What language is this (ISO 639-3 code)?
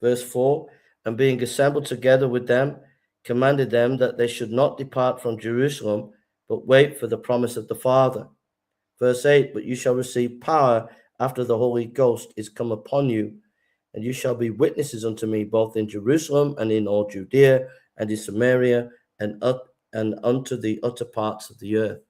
eng